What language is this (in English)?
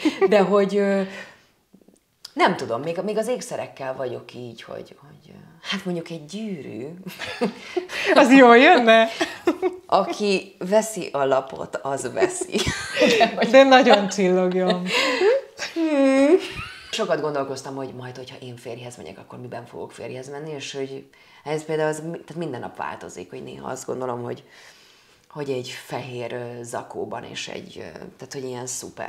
Hungarian